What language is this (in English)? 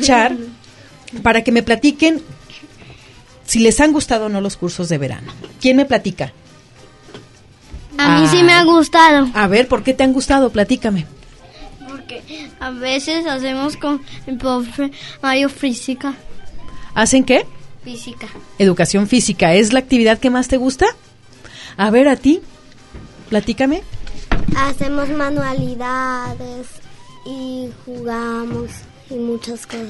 Spanish